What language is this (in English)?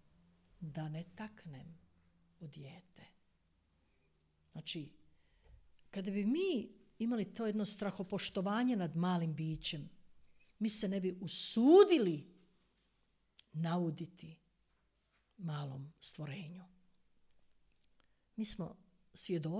Croatian